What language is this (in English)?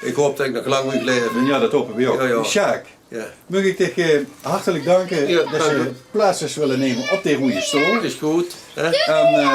Limburgish